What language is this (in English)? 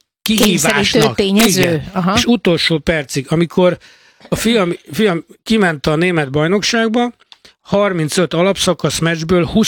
Hungarian